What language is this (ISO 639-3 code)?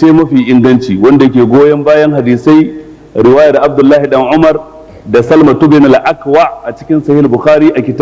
hau